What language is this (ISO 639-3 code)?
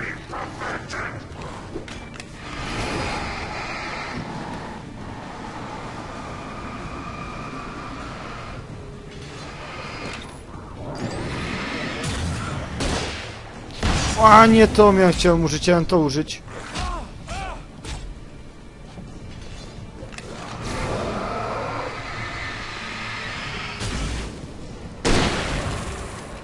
pol